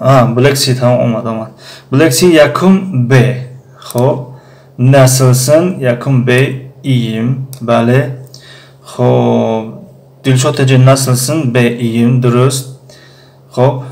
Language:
Tajik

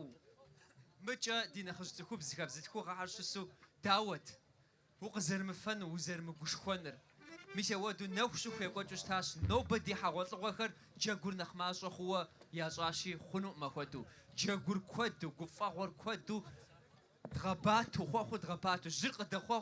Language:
Kabardian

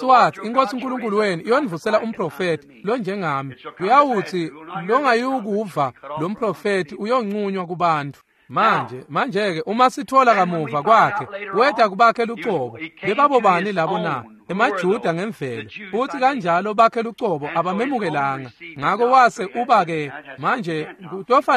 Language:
Swati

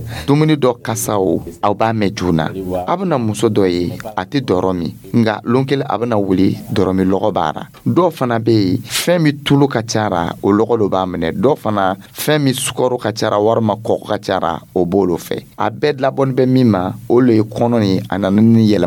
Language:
Dyula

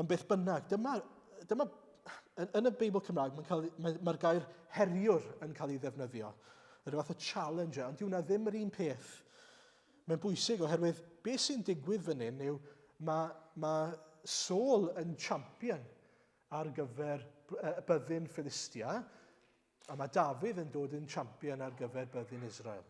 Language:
Welsh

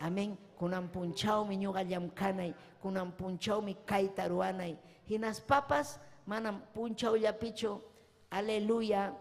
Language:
Ayacucho Quechua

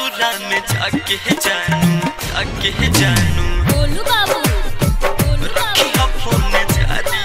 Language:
Bhojpuri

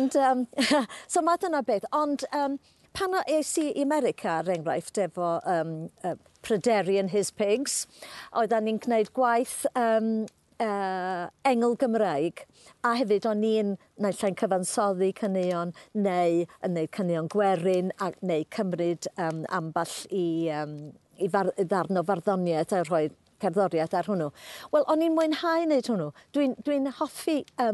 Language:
Welsh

